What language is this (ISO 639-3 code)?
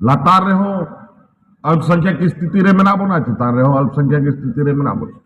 sat